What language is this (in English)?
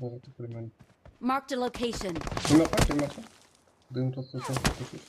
Kara-Kalpak